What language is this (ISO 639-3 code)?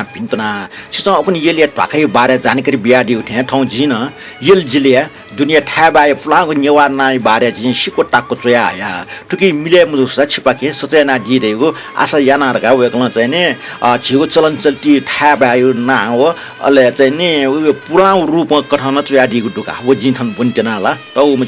new